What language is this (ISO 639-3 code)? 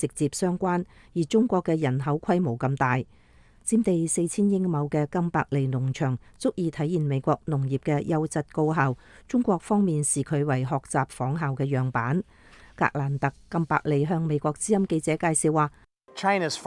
yue